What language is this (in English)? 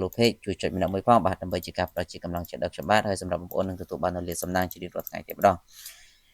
Khmer